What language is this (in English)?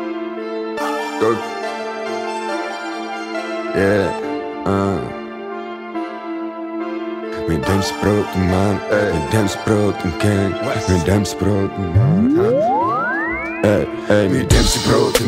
Czech